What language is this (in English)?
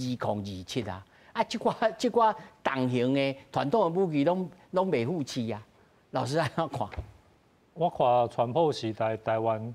Min Nan Chinese